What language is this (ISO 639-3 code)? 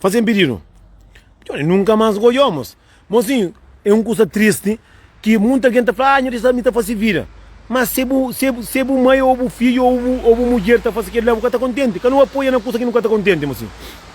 kea